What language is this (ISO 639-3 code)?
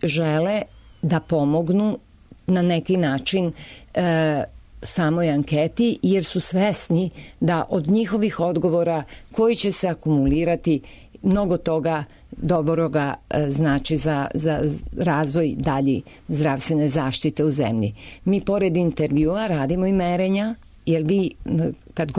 srp